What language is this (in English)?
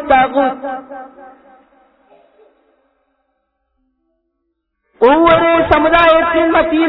Tamil